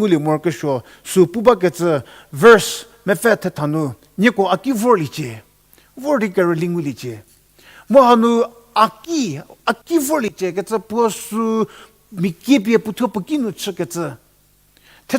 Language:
Angami Naga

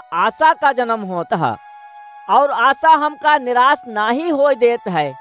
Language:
Awadhi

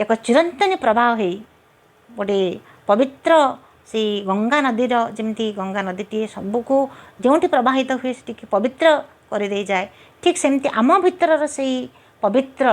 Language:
Odia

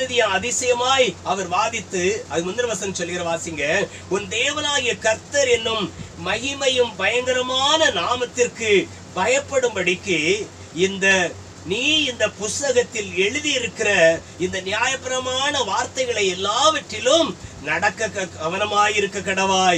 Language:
Tamil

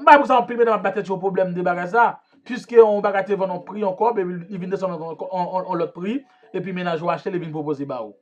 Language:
Haitian Creole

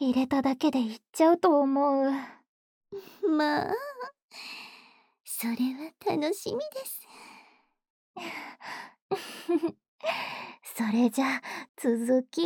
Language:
Japanese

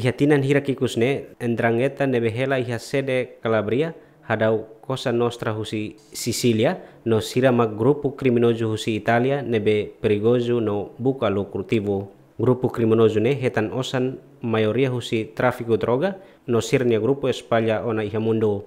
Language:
Tetum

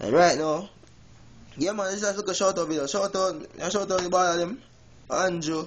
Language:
Jamaican Creole English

